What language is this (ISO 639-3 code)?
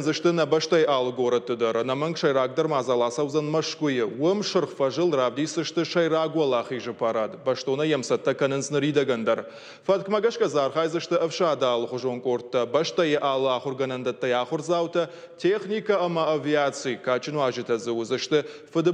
oss